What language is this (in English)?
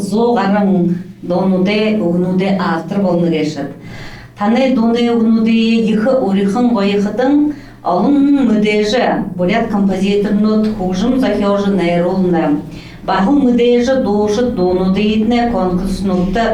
Buriat